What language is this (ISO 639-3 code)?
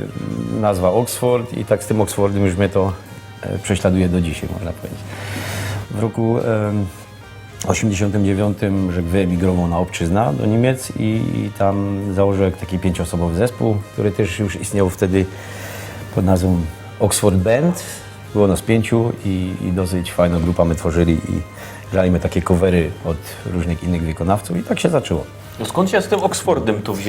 szl